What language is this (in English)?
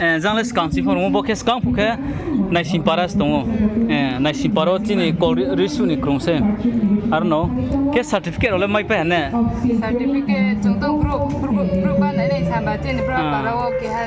Riang (India)